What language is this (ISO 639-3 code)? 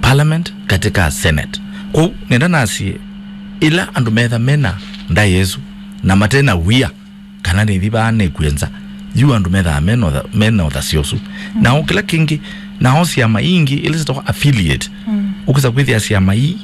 kam